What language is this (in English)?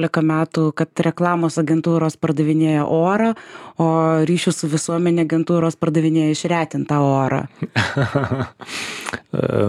Lithuanian